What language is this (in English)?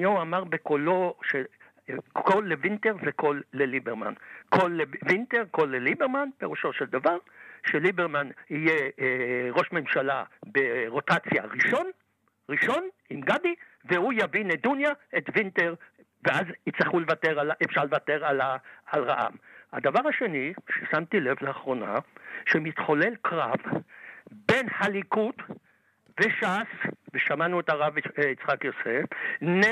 Hebrew